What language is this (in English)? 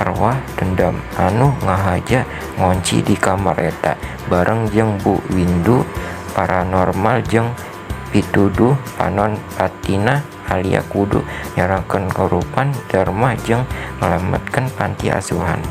Sundanese